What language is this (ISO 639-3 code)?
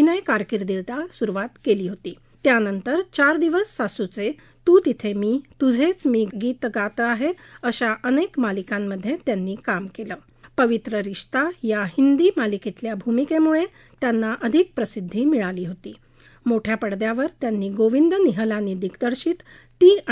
mar